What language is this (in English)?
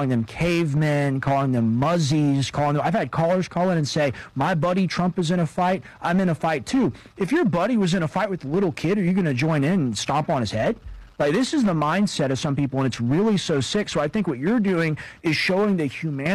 English